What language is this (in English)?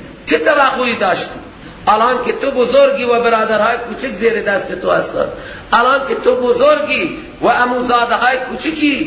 Persian